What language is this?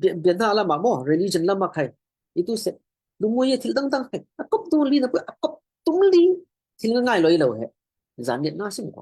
Falam Chin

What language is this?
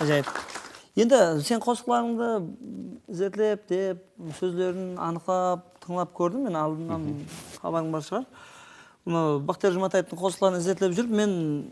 Kara-Kalpak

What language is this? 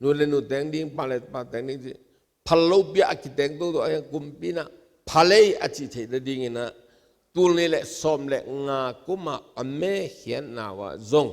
Tedim Chin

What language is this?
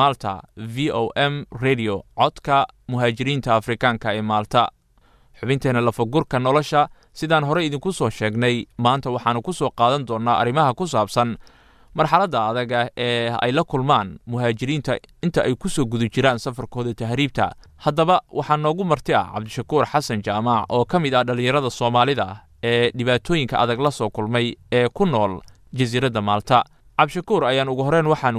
Somali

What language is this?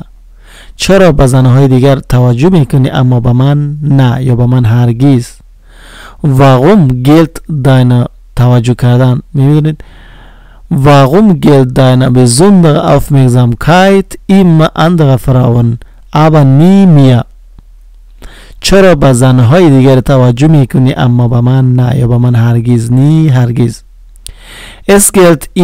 Persian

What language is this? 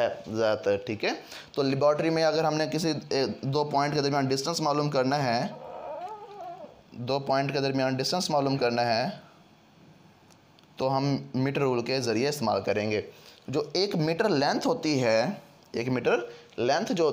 Hindi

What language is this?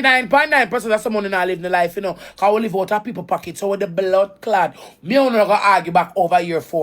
Jamaican Creole English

